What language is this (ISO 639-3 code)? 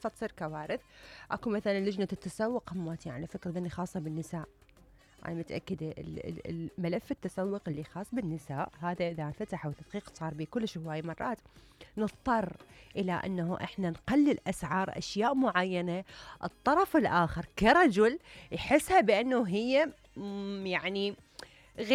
acm